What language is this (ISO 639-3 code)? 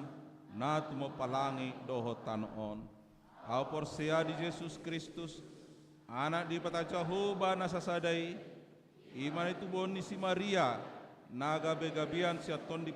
bbc